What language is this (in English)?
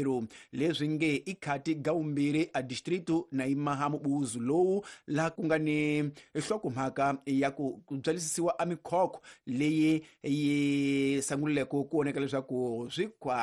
Tsonga